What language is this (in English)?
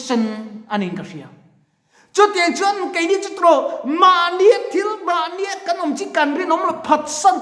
Mizo